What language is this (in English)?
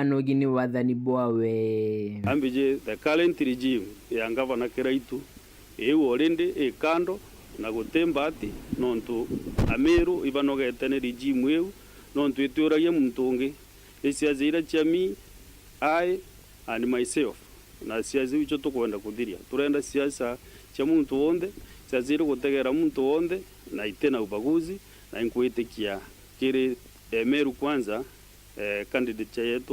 Meru